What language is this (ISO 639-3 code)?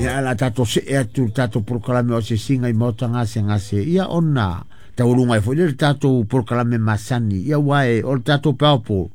smo